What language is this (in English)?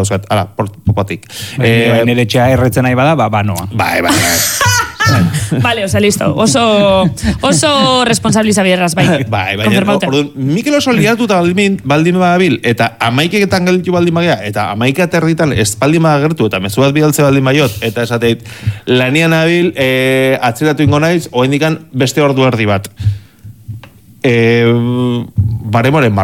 Basque